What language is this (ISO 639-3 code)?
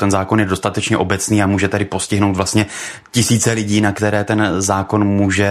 ces